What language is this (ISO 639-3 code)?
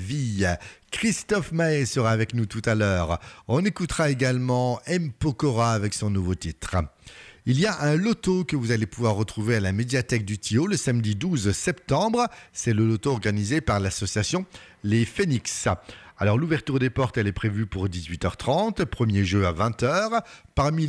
fra